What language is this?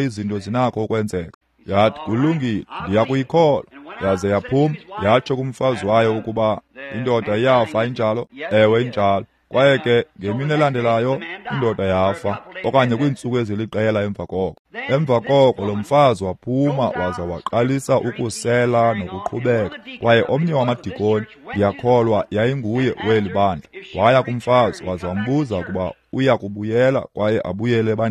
Xhosa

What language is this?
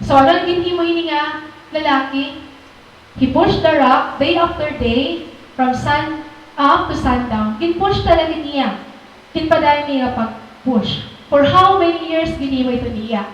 Waray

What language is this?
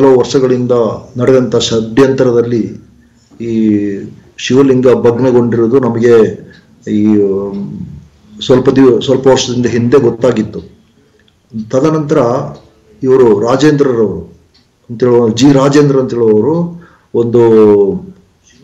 Kannada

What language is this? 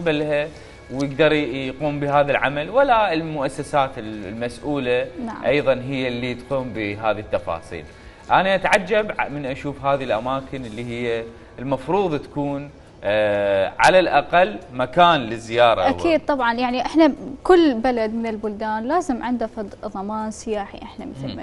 Mesopotamian Arabic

